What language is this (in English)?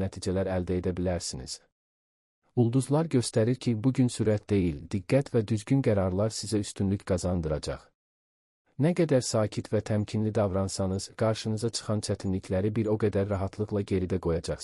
Azerbaijani